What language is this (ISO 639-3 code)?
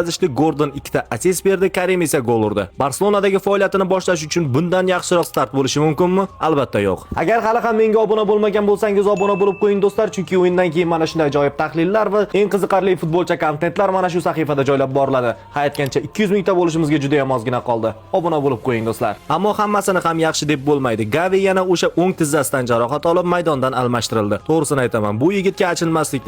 uzb